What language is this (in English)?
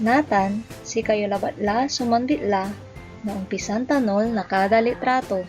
Pangasinan